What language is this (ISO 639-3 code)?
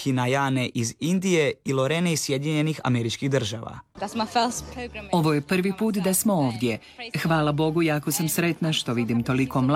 hrv